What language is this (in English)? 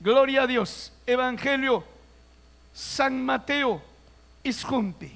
Ayacucho Quechua